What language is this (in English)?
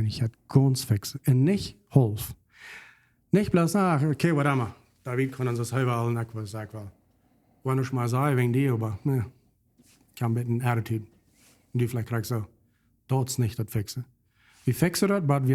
Plautdietsch